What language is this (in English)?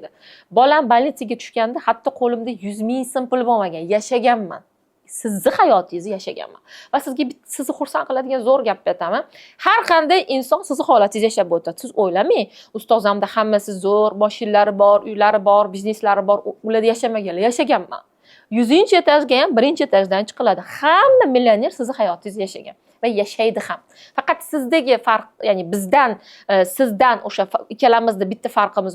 Uzbek